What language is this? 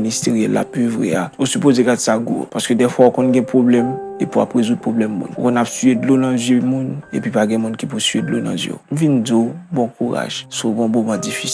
Haitian Creole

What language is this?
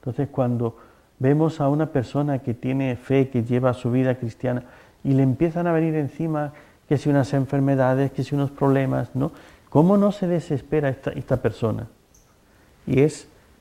Spanish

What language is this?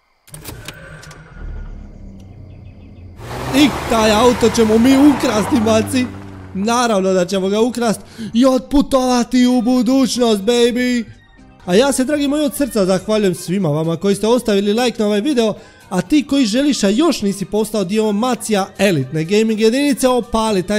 Croatian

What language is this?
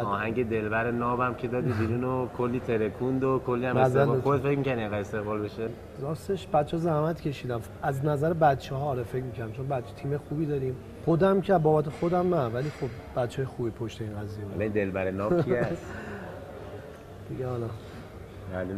Persian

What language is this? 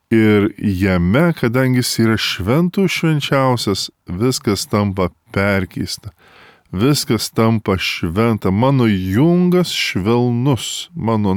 Lithuanian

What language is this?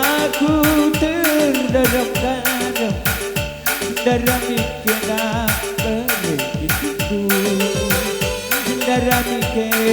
Batak Karo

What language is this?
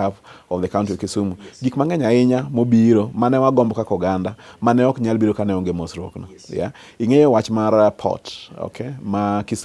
Luo (Kenya and Tanzania)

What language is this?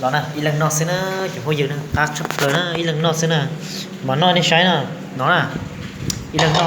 Hmong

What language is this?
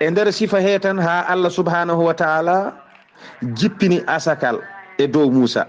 Fula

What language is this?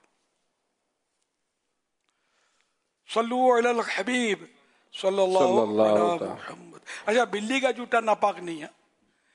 Urdu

